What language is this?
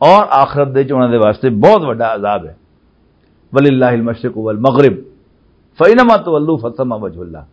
Western Panjabi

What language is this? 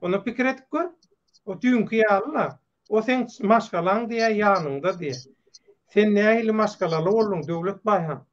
Turkmen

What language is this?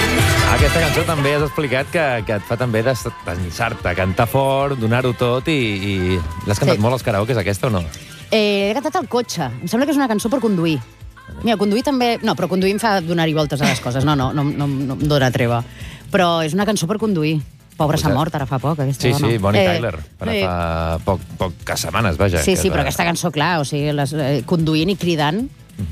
Catalan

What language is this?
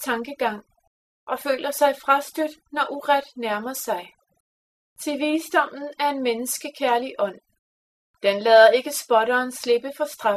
Danish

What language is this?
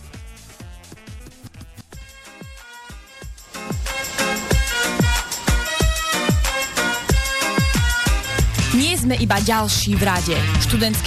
Slovak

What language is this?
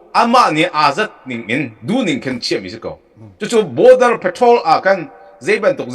Hakha Chin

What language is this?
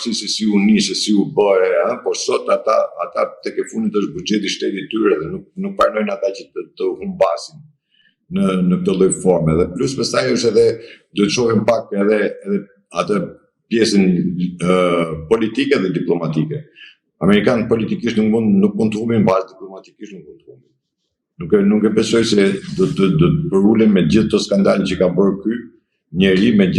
Albanian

